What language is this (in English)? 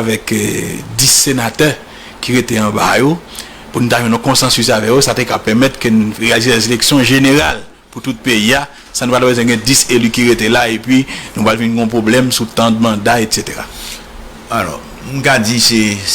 Haitian Creole